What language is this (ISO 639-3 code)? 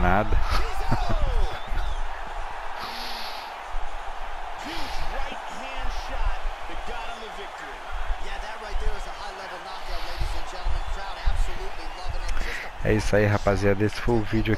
por